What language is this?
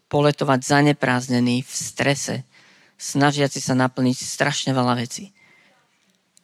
Slovak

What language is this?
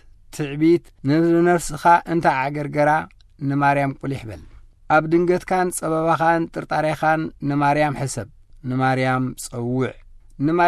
Tigrinya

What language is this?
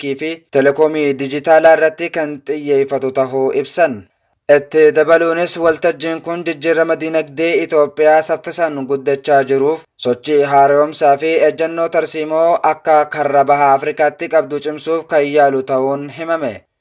Oromo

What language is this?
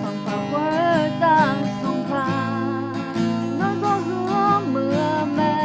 Akha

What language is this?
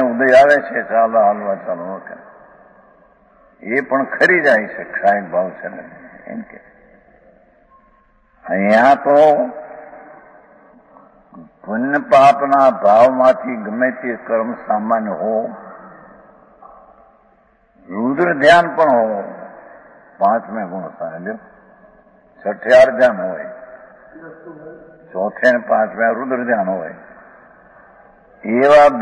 Gujarati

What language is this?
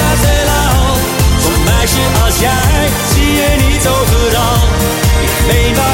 Dutch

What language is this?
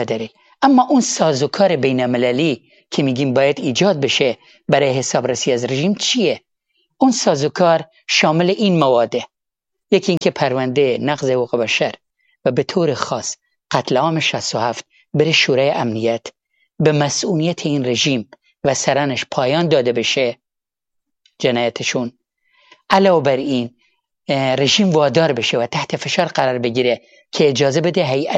Persian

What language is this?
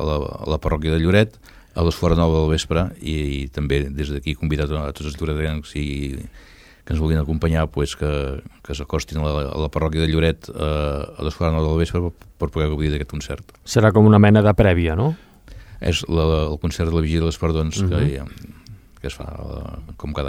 Catalan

